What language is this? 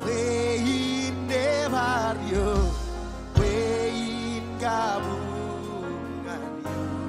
Marshallese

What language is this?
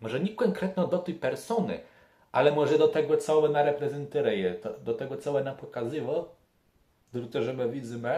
Kashubian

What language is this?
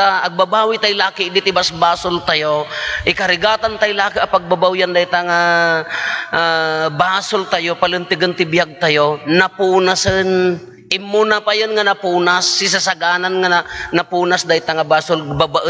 Iloko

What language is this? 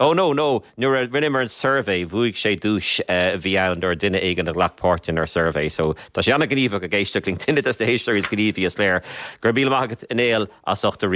Irish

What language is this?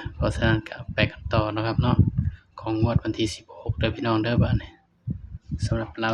Northeastern Thai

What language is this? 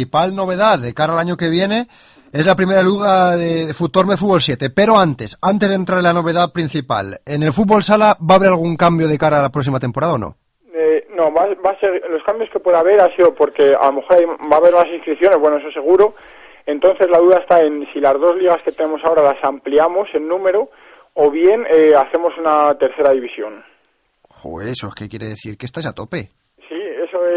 Spanish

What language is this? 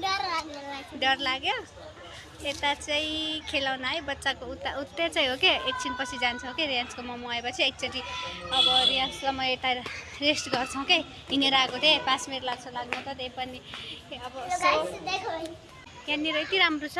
Nepali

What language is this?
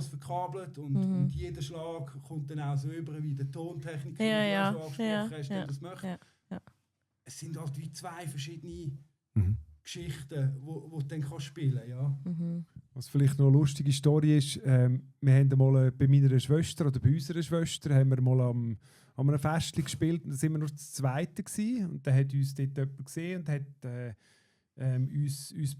Swiss German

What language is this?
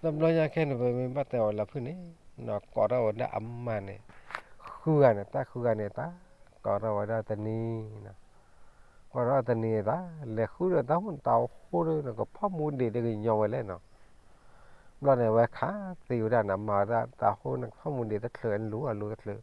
S'gaw Karen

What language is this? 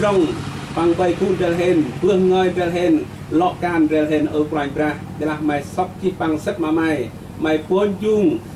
Central Mnong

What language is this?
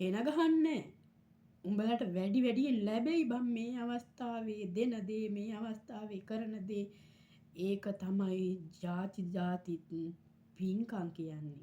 Sinhala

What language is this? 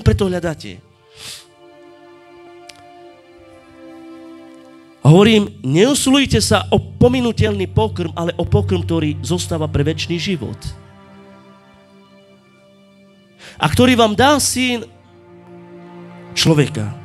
Slovak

